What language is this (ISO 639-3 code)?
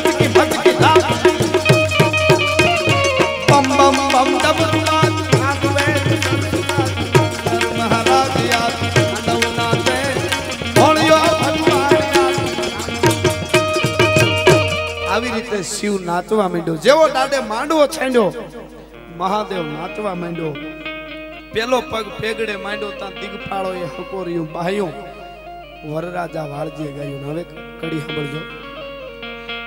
guj